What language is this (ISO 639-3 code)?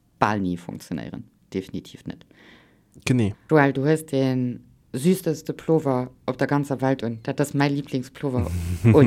ltz